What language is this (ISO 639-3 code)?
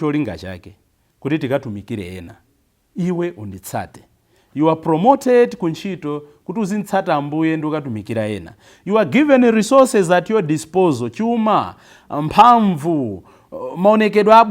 nya